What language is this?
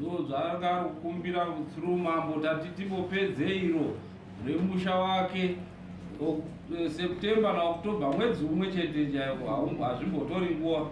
Shona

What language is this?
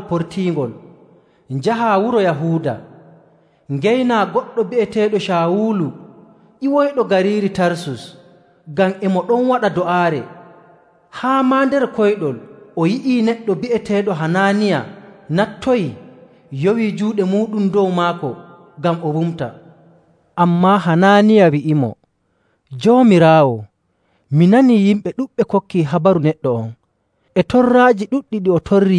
Nigerian Fulfulde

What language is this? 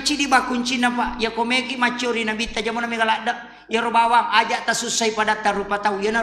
Buginese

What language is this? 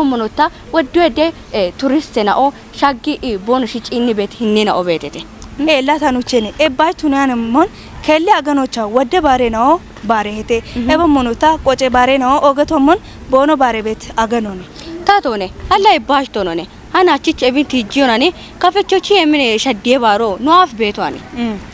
Kafa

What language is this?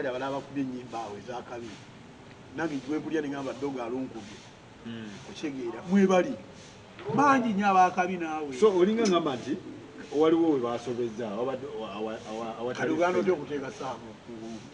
Ganda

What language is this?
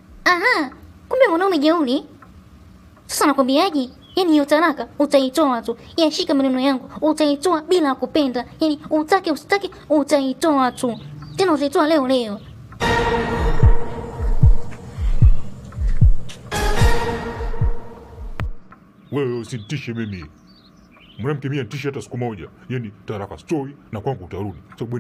Swahili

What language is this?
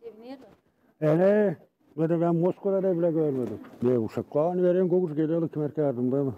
Gagauz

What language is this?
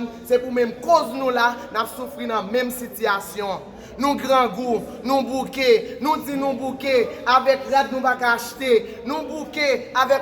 Haitian Creole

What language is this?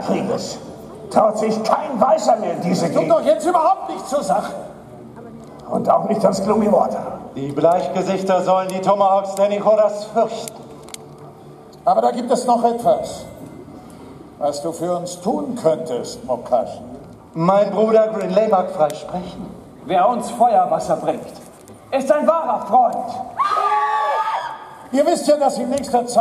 German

